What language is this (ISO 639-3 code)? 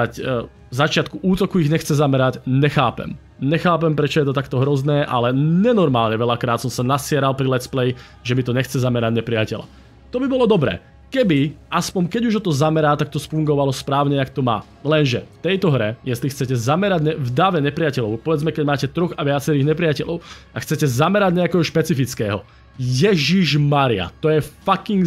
slk